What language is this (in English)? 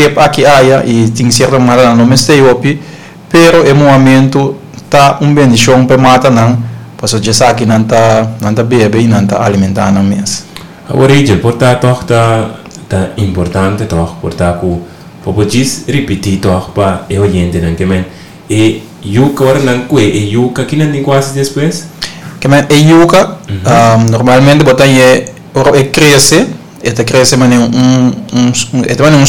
Papiamento